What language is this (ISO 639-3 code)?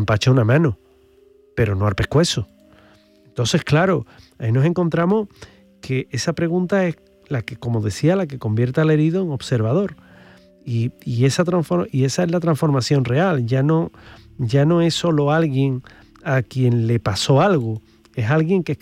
spa